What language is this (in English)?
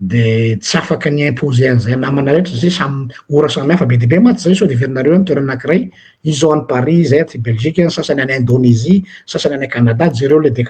Malagasy